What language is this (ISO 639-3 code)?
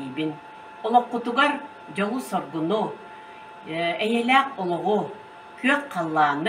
sah